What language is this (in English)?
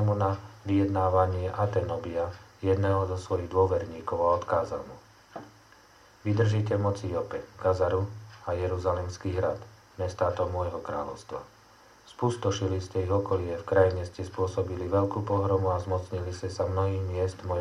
Slovak